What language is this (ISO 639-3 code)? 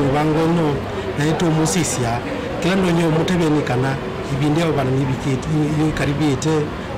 kam